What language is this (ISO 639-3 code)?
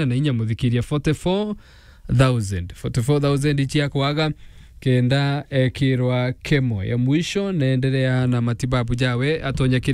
mer